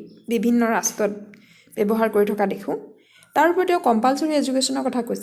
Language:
Assamese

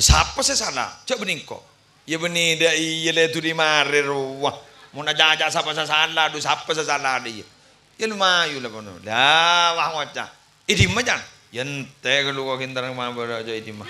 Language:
Madurese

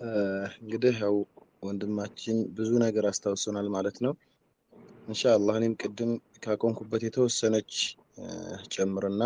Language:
Amharic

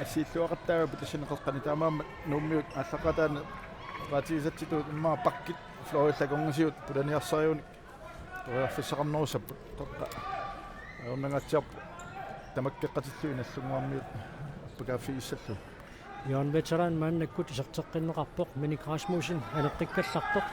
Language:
Kalaallisut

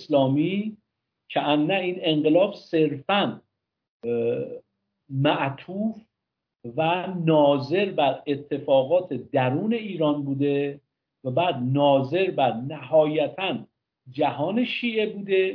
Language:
Persian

